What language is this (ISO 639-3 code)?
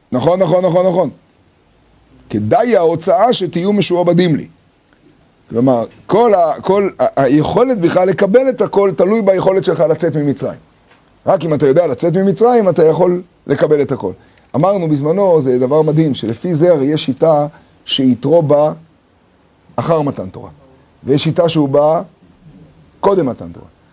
heb